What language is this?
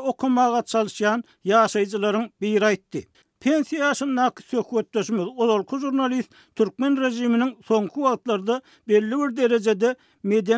Turkmen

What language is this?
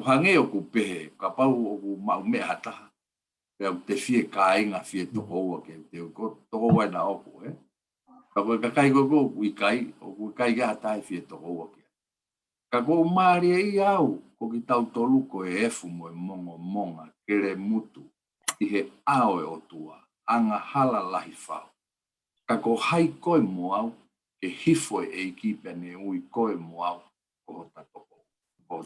Tongan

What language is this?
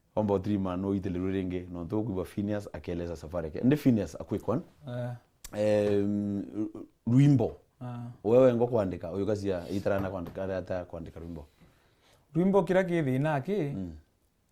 Meru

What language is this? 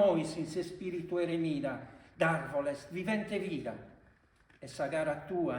Sardinian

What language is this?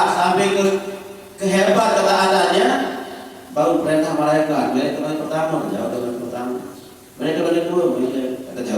Sasak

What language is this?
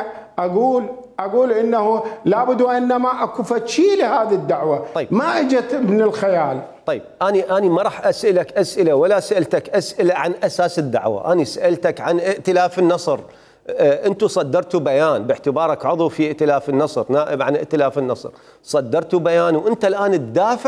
Mesopotamian Arabic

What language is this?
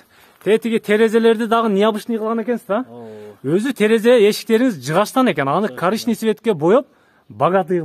Kyrgyz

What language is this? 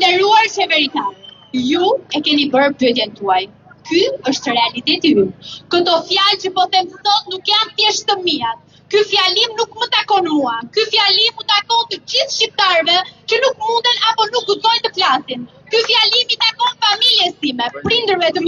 Albanian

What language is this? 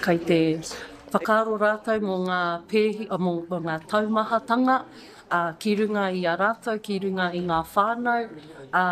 Māori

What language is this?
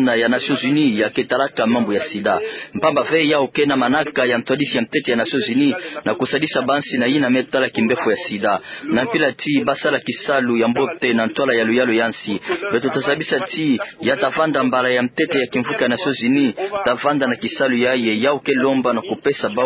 Kituba (Democratic Republic of Congo)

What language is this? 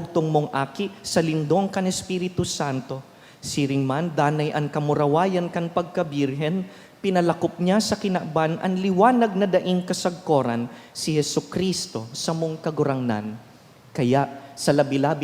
Bikol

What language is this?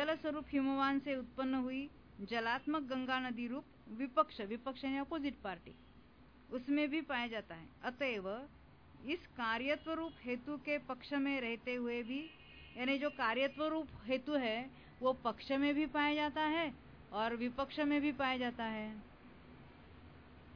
Hindi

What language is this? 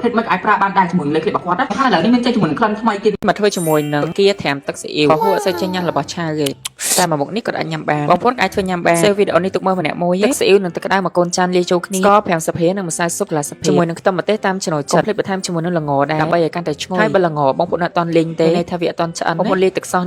Khmer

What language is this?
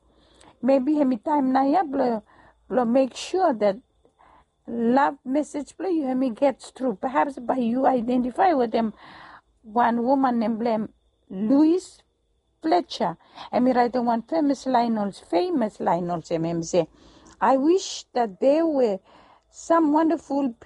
Bislama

